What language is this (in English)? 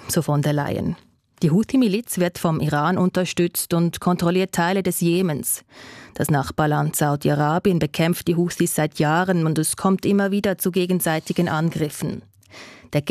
German